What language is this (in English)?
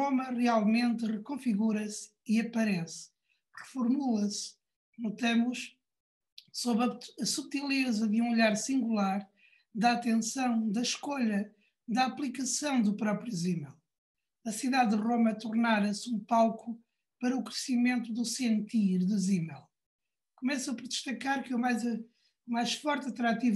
Portuguese